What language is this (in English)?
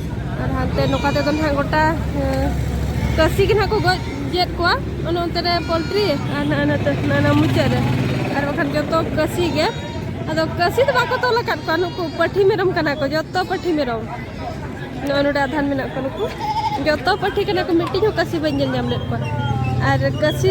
Santali